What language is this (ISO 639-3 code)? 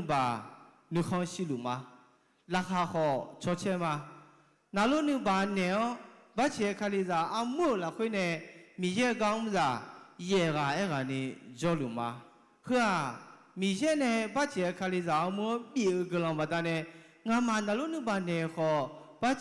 ahk